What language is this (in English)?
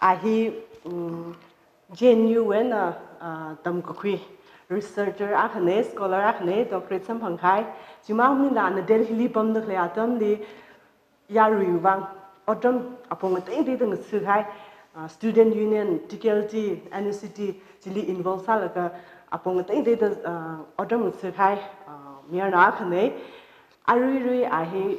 Tangkhul Naga (India)